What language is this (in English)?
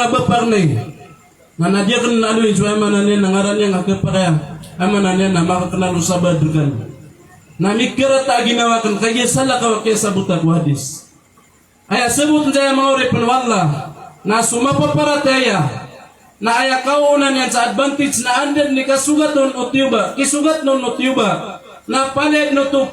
Maranao